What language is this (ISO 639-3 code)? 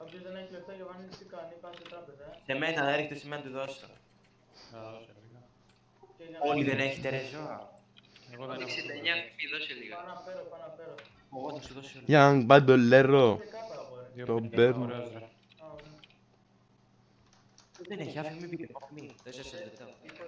ell